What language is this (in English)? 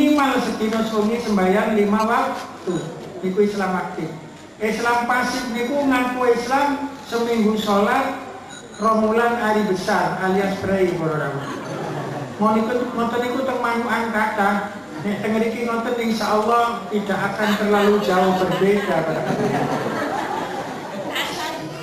Javanese